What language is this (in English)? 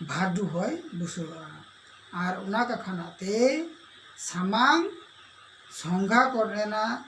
Santali